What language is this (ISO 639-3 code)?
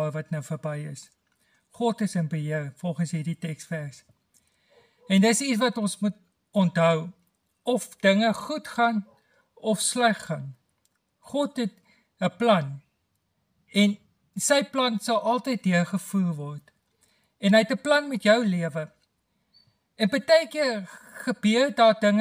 afr